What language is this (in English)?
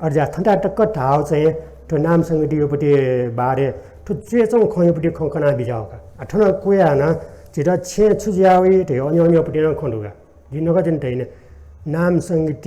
Newari